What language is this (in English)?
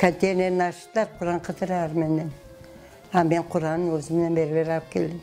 Crimean Tatar